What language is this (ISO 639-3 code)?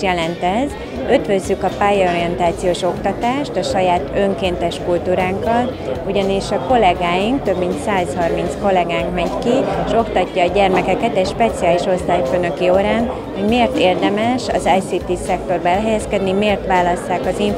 hun